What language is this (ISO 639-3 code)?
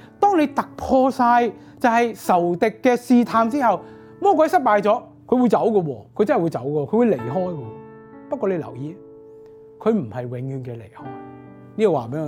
yue